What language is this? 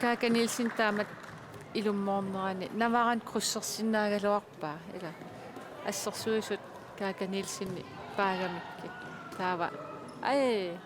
Kalaallisut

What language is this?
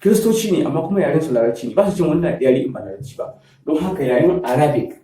Hausa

